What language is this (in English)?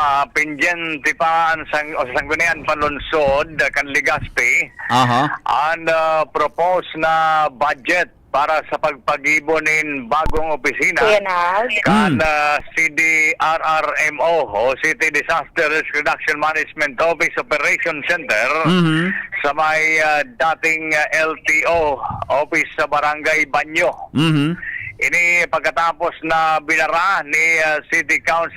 Bikol